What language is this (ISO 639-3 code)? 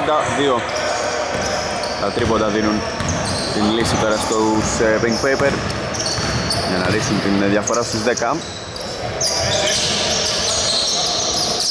ell